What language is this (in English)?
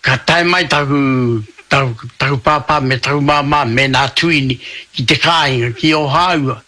Māori